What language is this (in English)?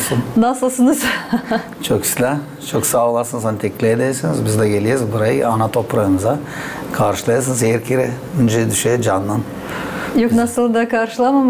Gagauz